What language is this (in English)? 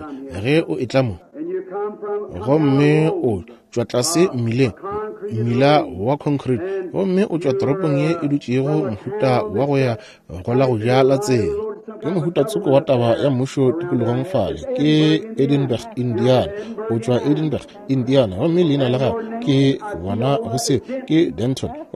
Northern Sotho